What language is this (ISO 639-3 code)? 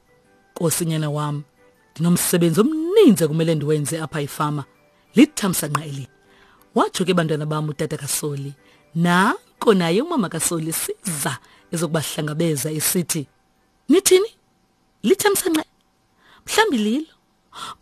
xho